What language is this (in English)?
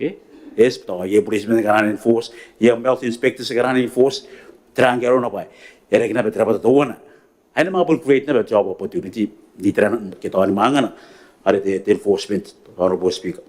Gilbertese